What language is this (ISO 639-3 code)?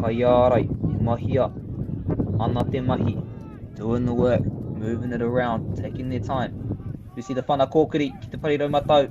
mri